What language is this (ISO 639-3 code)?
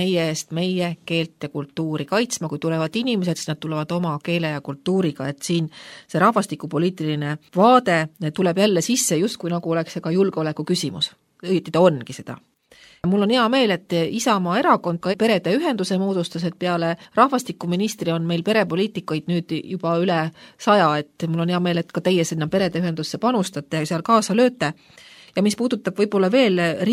est